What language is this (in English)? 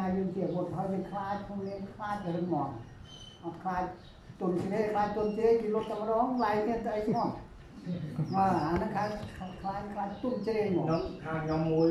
Khmer